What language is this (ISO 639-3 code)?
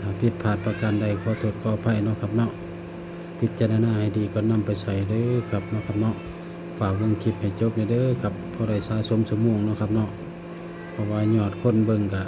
tts